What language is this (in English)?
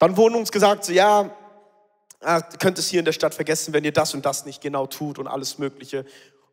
Swiss German